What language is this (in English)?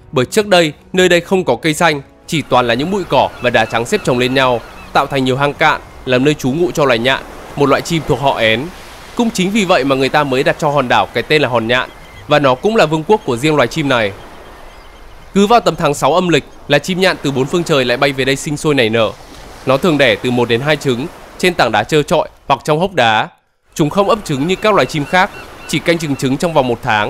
Vietnamese